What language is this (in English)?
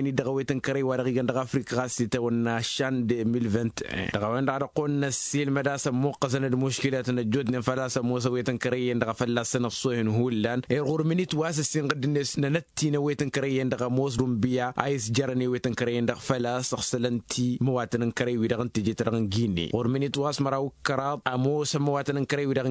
Tamasheq